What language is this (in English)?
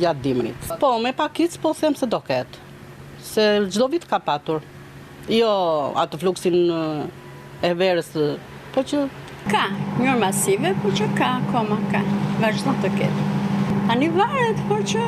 Albanian